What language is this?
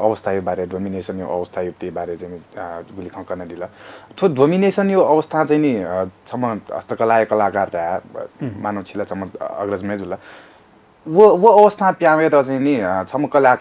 Newari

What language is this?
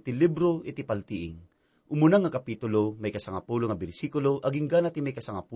Iloko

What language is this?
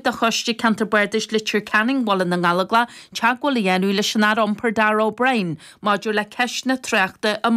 Irish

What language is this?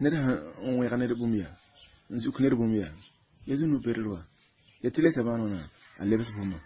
Mossi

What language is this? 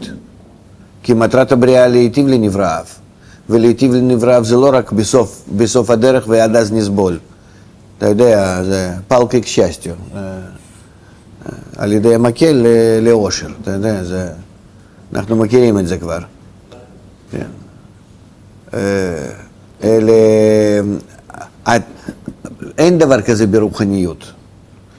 Hebrew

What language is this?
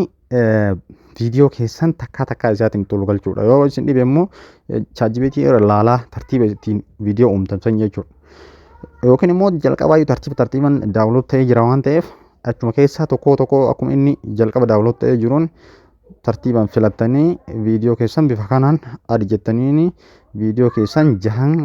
Oromo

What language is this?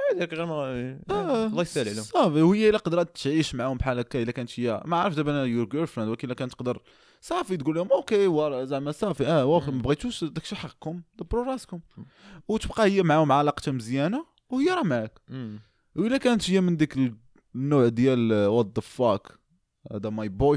Moroccan Arabic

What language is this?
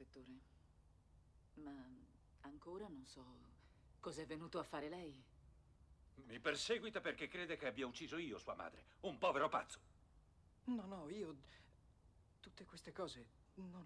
Italian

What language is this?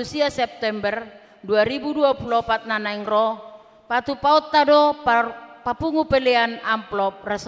Batak Toba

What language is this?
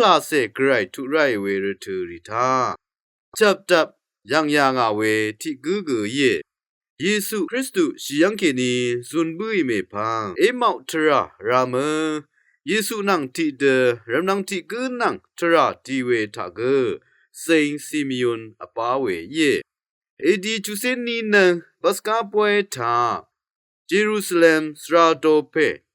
Rawang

